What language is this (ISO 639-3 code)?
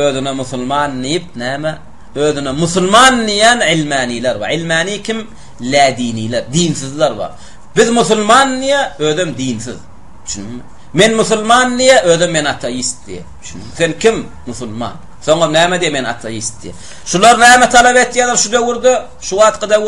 tuk